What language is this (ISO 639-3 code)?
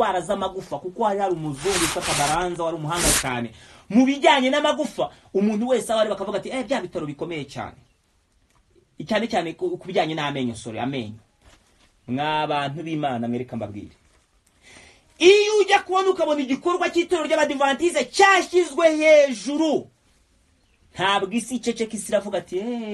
kin